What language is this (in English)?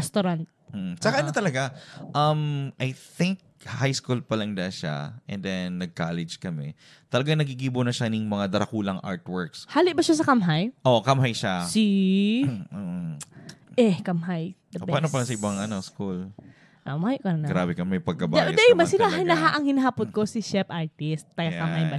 Bikol